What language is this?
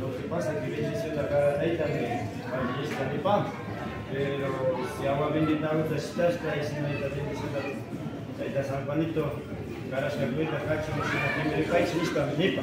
Imbabura Highland Quichua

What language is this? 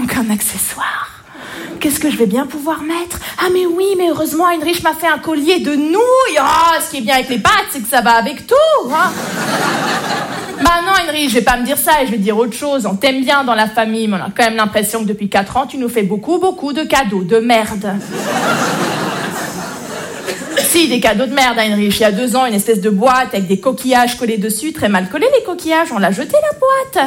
French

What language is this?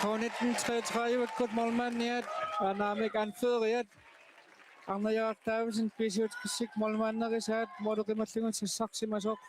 Kalaallisut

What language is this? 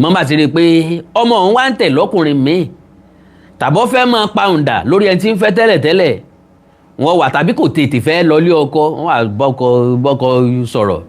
Yoruba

